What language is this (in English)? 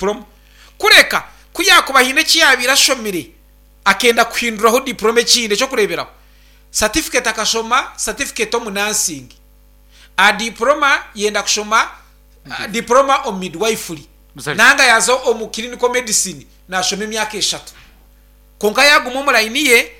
Nyankole